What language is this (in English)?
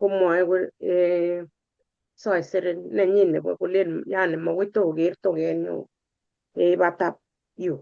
Kalenjin